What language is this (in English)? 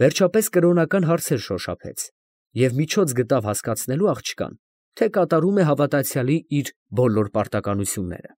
Armenian